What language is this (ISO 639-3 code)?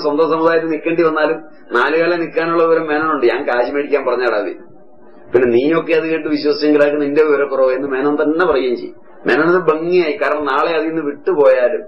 mal